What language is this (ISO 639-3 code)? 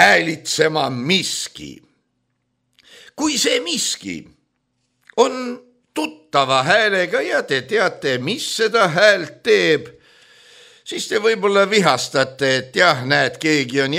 est